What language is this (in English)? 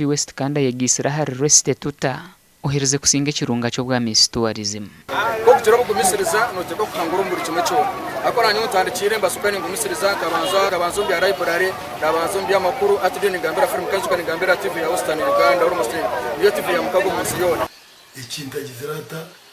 Nyankole